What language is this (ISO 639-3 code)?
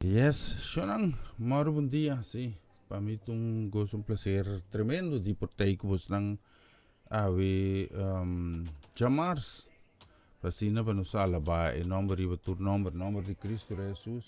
pap